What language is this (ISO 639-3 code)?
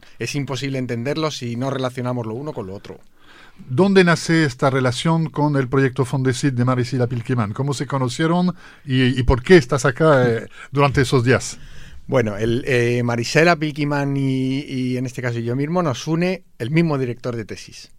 spa